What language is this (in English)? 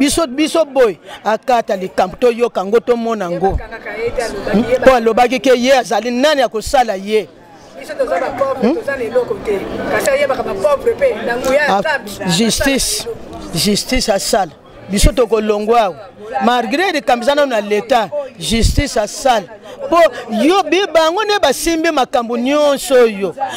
Lingala